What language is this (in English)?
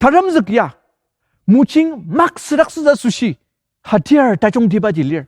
Ao Naga